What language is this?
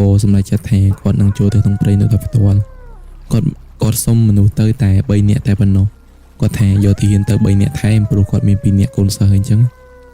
Khmer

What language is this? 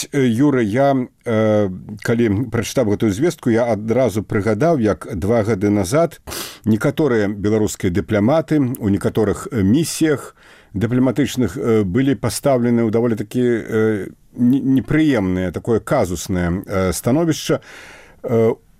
Belarusian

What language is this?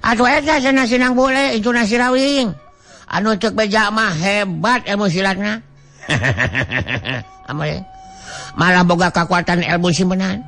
Sundanese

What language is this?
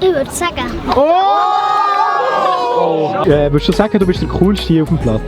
Swiss German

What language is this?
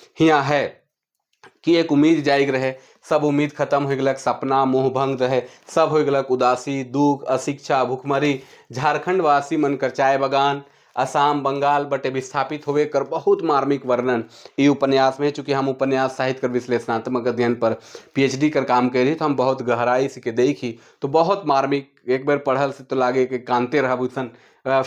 Sadri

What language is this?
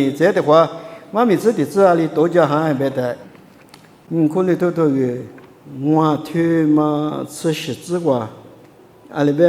Lisu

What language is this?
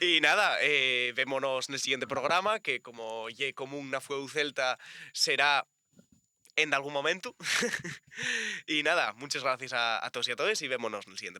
Asturian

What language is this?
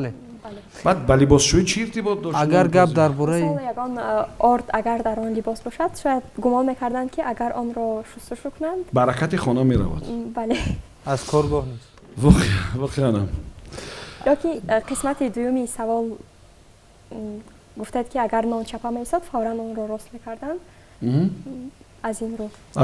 Tajik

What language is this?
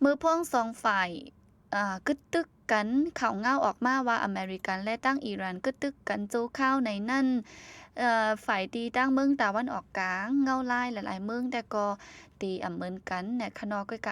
Shan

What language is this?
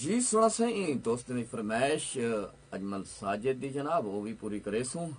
Saraiki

